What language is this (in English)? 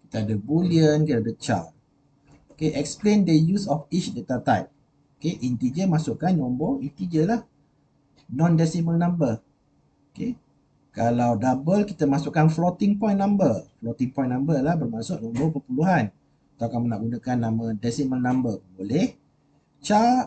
Malay